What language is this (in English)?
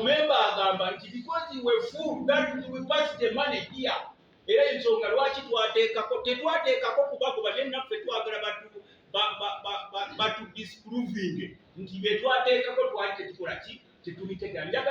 Ganda